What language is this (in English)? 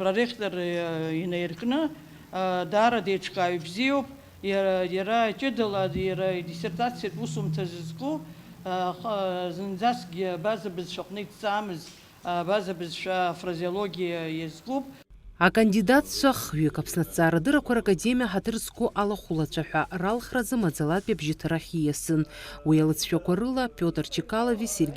Abkhazian